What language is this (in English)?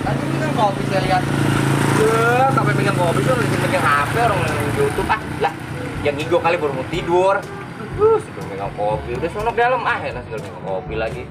Betawi